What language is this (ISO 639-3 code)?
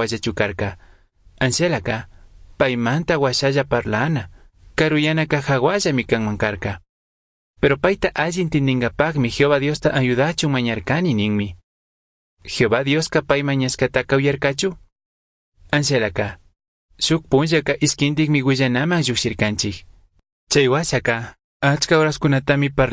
qug